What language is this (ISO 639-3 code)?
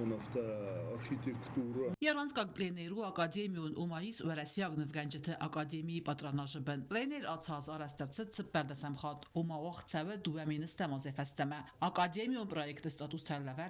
oss